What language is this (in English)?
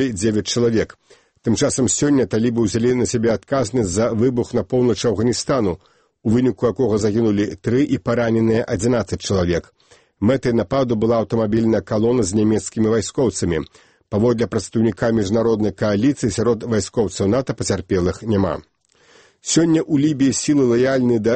Belarusian